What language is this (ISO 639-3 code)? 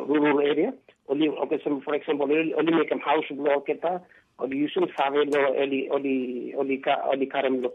tpi